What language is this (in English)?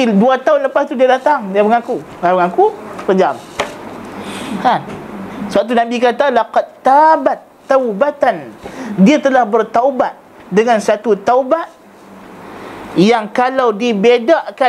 Malay